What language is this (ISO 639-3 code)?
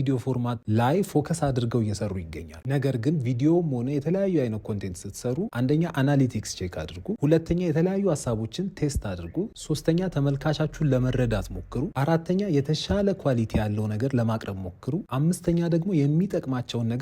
amh